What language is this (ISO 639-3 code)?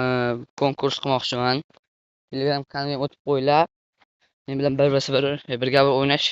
uzb